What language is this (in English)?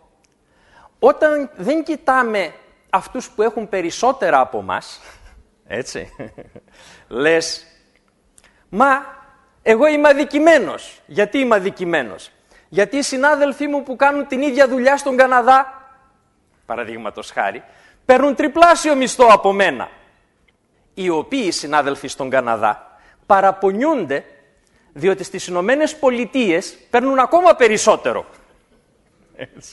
Greek